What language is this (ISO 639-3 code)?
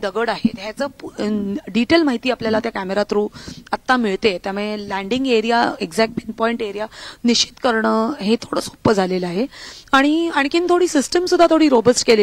mar